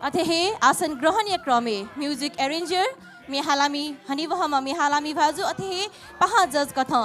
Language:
Newari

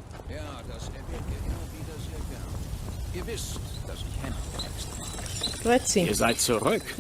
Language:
Swiss German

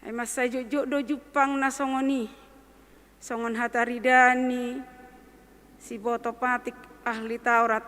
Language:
Batak Toba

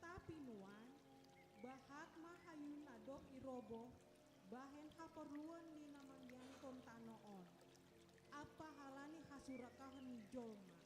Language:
Batak Simalungun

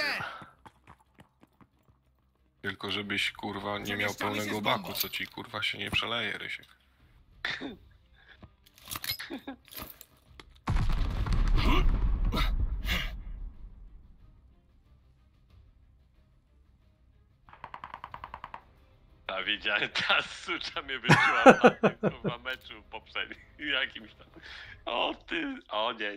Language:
Polish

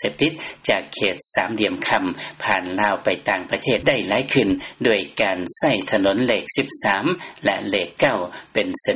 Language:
Lao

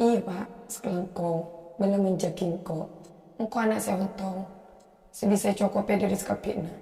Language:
Madurese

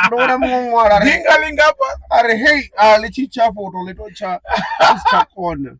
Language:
Venda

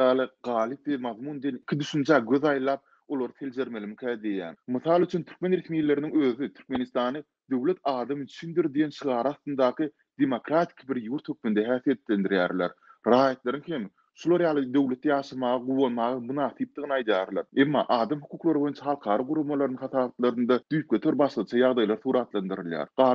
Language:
Turkmen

